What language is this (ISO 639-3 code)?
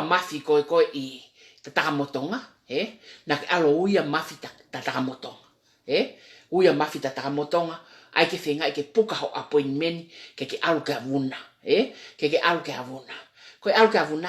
ton